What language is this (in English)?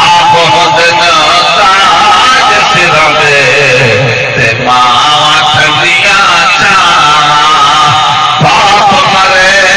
Saraiki